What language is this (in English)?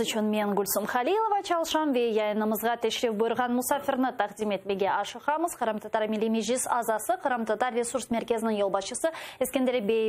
Crimean Tatar